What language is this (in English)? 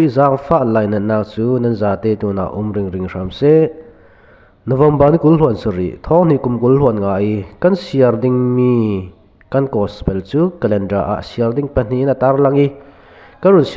Falam Chin